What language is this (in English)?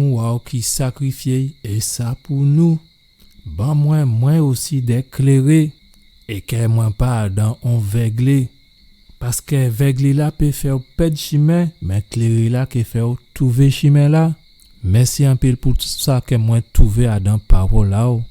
Guadeloupean Creole French